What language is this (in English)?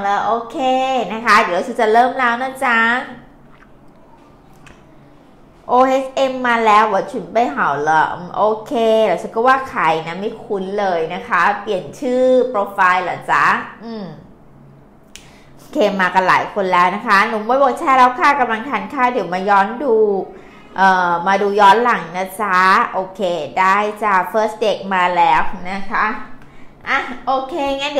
Thai